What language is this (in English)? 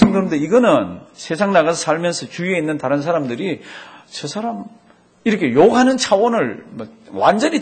Korean